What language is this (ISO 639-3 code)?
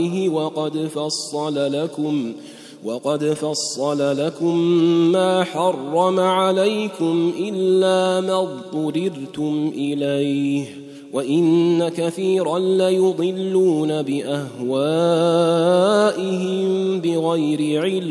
ara